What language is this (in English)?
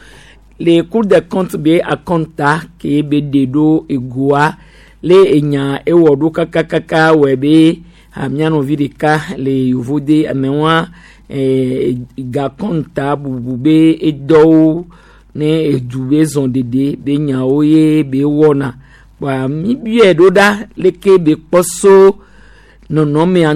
Gen